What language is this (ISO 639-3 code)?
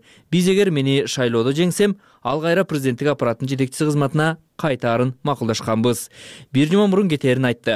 kir